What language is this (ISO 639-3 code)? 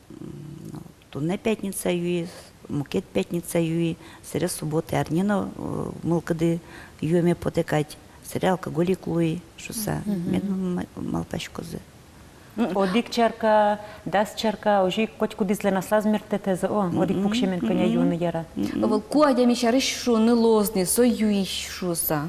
udm